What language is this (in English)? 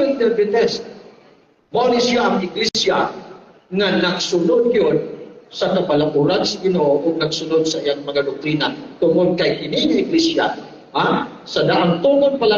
Cebuano